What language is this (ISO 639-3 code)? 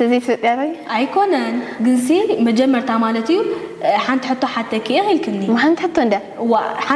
tir